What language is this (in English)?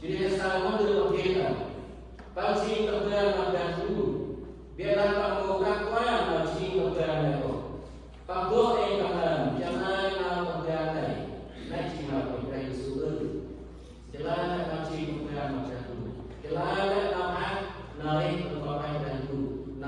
Central Mnong